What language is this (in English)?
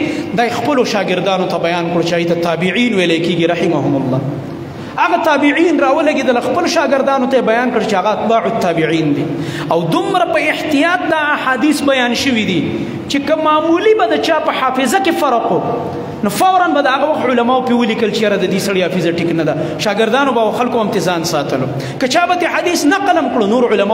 Pashto